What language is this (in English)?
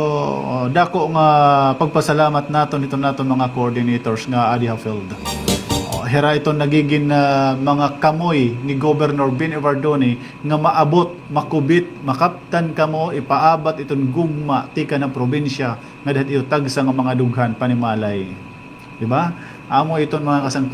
Waray